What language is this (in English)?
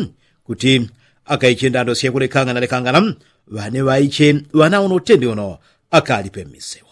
Yao